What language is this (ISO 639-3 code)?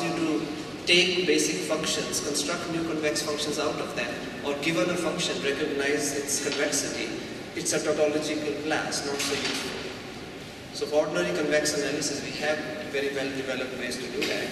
eng